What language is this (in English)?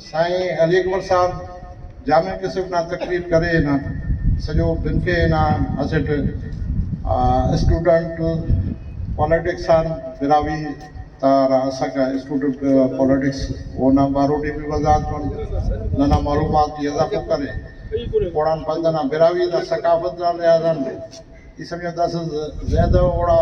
Brahui